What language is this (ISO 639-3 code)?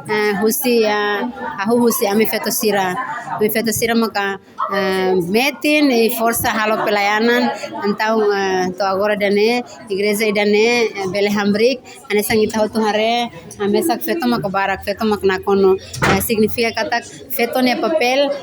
tet